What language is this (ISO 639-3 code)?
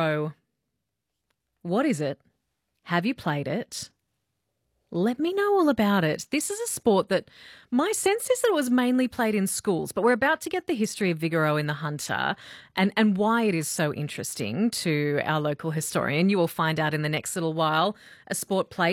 eng